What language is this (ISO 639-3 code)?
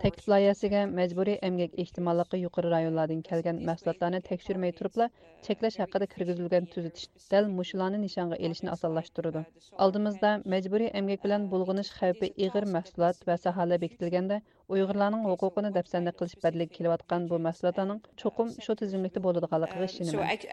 uig